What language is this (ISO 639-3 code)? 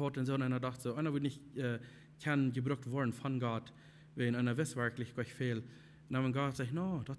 pdt